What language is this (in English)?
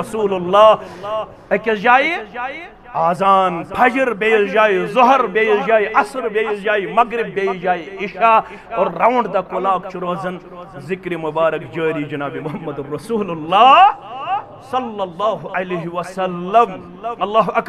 Kashmiri